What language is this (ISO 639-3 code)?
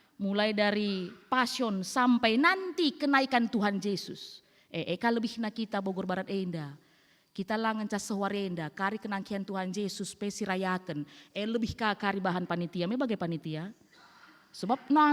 btx